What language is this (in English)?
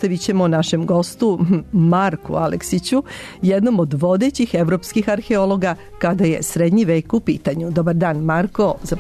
Serbian